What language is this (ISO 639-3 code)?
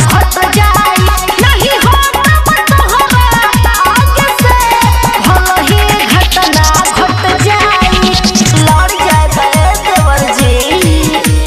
bho